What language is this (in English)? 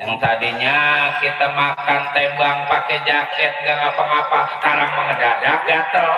Betawi